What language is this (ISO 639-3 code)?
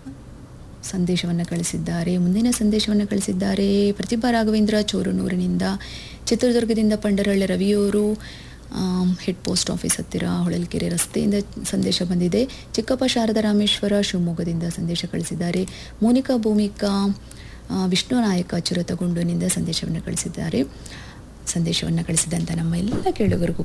kan